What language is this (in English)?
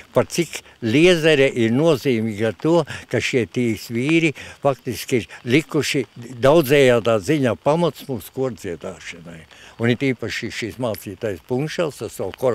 Latvian